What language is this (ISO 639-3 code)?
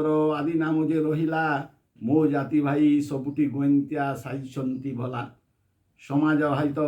ori